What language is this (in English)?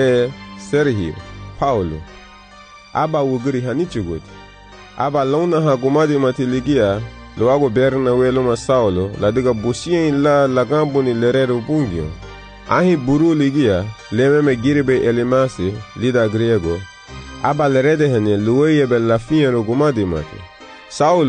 Garifuna